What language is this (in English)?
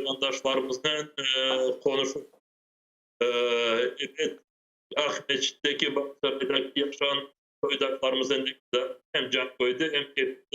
Crimean Tatar